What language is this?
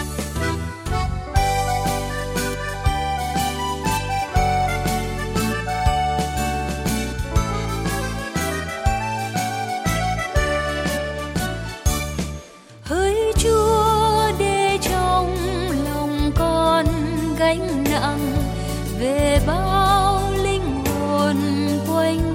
Vietnamese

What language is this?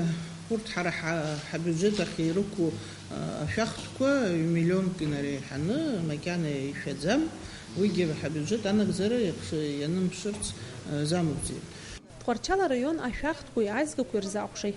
Abkhazian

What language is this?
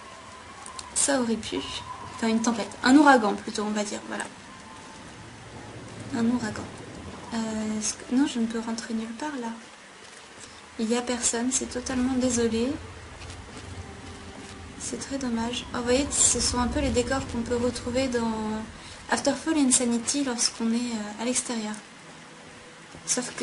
French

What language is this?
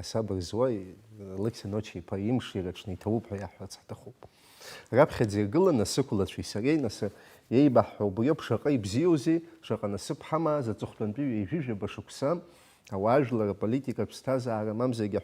Abkhazian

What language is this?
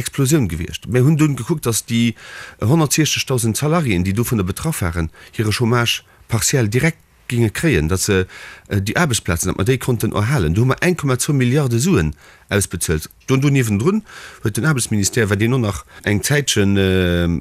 Luxembourgish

